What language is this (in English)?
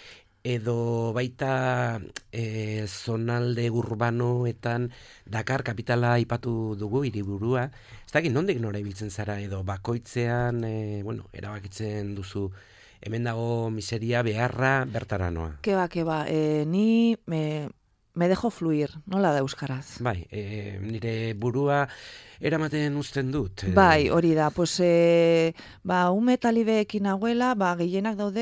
Basque